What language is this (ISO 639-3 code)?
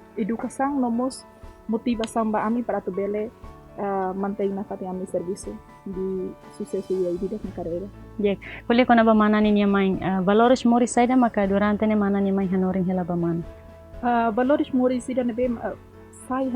tet